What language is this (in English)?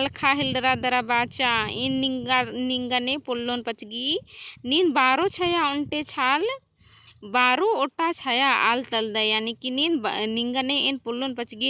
Kurukh